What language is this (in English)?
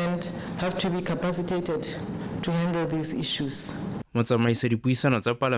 Tswana